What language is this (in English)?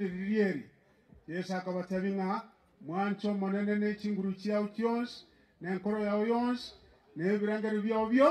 Gusii